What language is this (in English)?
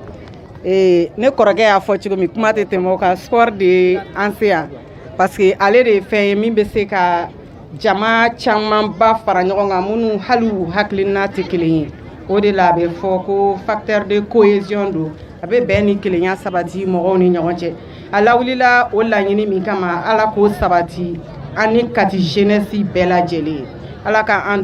Bambara